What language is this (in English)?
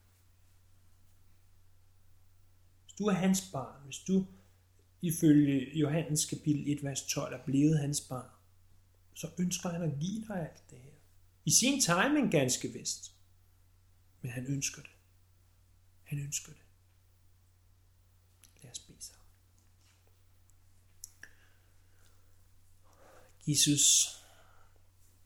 Danish